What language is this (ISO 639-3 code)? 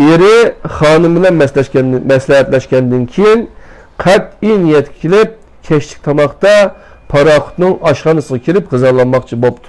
uig